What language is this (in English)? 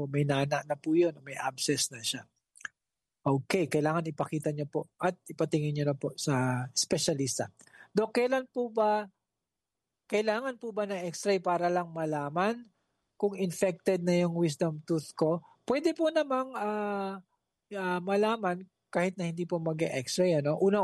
Filipino